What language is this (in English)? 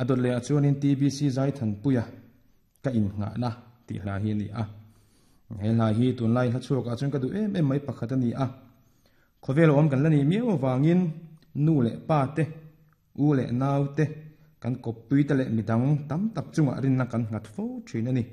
Mizo